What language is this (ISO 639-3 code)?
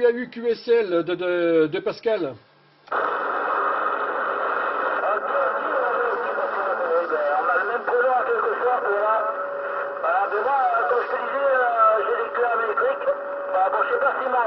fra